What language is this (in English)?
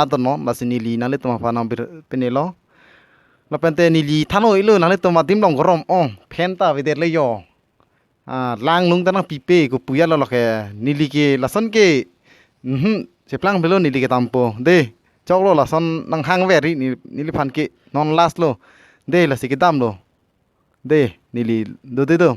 Karbi